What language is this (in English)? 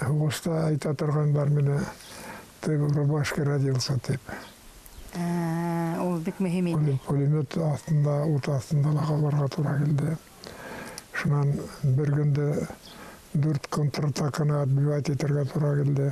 Bashkir